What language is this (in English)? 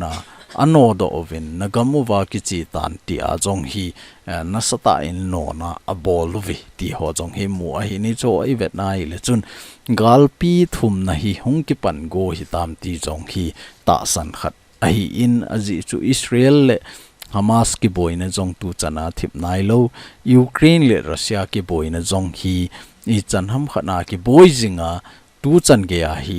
Thado Chin